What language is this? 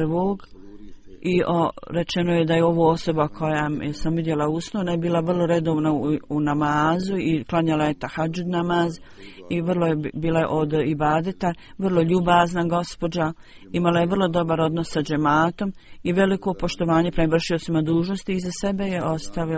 Bosnian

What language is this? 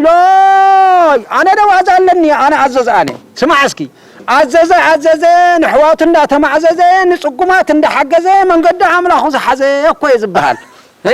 Tigrinya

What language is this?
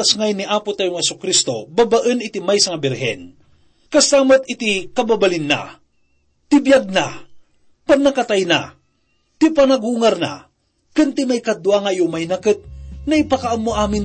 Iloko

